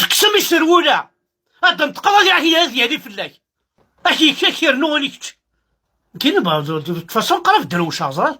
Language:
Kabyle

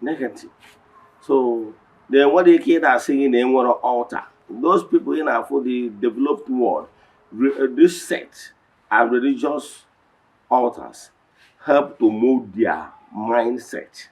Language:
Igbo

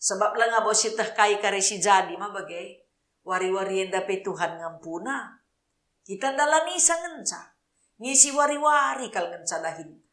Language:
Batak Karo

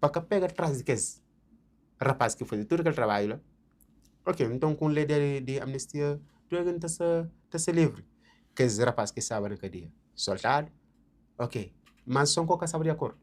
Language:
Kabuverdianu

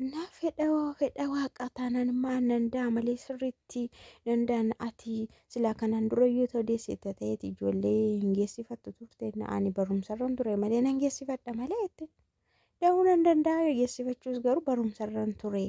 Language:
Oromo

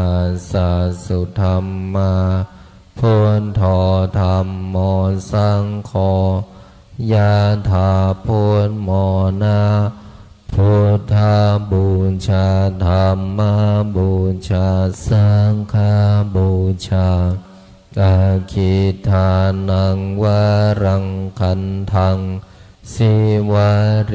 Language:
Pali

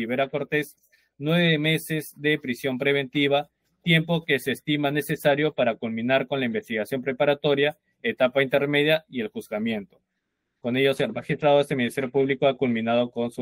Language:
Spanish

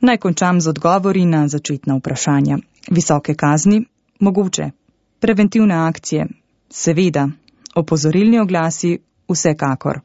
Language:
Slovenian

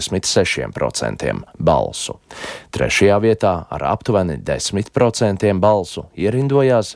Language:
Latvian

